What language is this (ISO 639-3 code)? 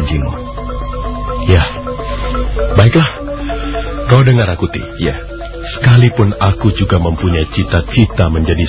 ind